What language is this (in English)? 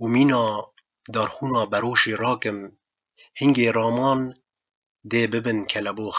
Kurdish